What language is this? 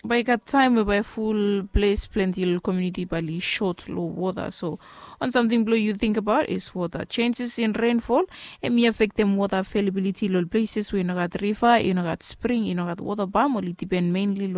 Bislama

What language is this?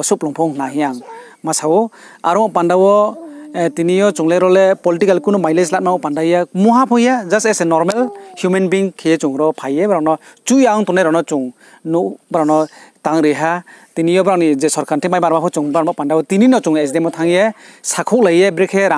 Riang (India)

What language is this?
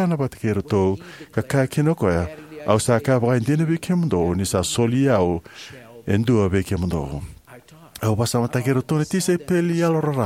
Fijian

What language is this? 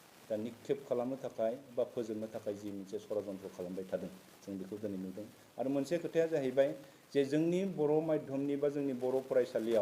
Bodo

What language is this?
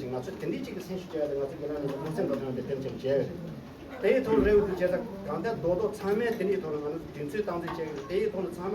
Tibetan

